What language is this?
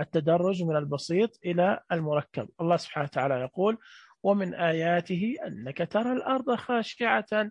Najdi Arabic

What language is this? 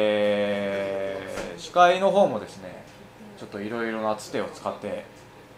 Japanese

